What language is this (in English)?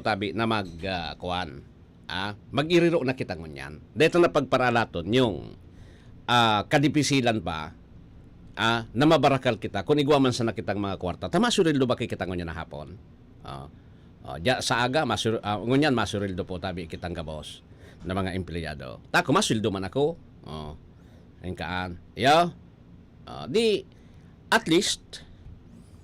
Bikol